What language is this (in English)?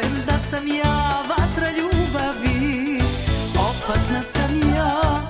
Serbian